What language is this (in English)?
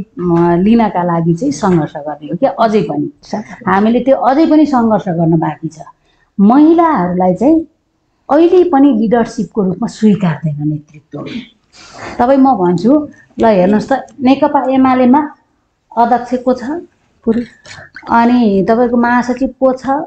Nepali